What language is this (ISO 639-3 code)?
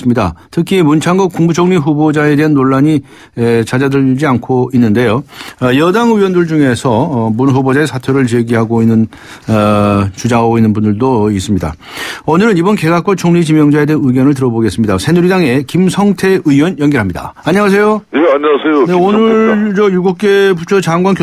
kor